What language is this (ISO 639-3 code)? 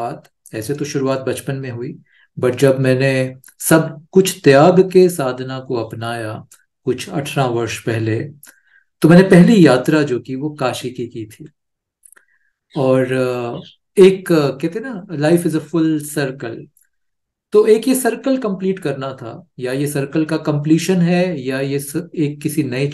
hin